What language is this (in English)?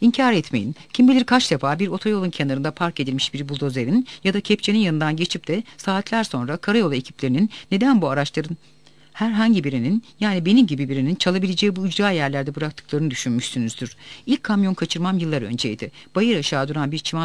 Turkish